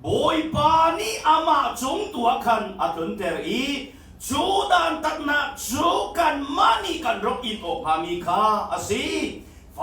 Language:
Hakha Chin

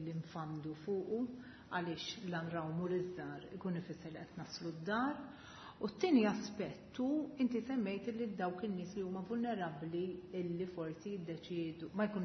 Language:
Maltese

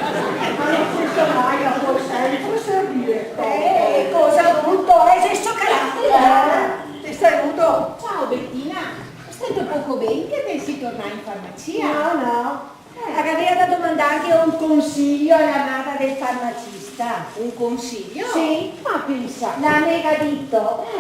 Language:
Venetian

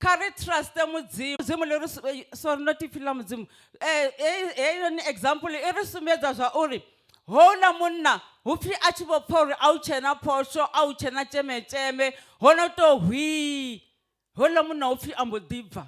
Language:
Venda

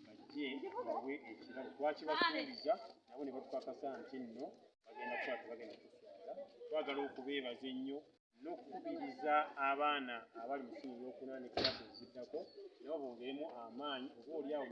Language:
Ganda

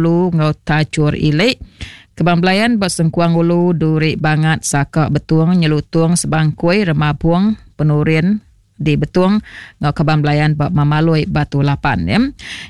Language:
Iban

